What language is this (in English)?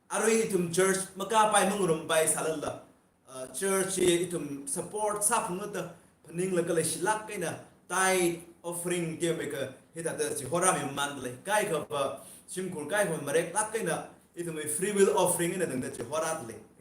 Tangkhul Naga (India)